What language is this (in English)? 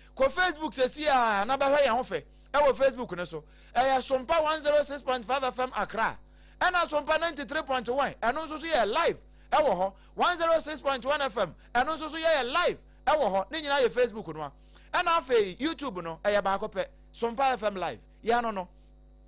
Akan